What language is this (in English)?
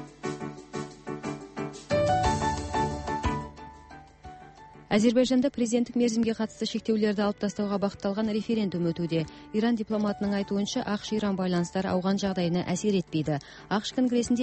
Kazakh